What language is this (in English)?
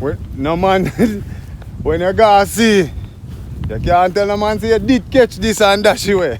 Jamaican Creole English